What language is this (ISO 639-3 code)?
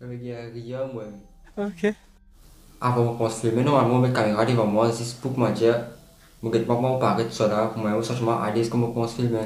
mfe